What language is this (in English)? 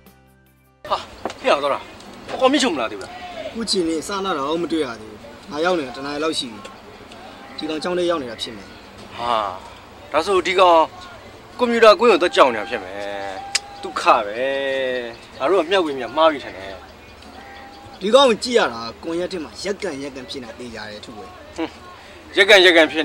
Burmese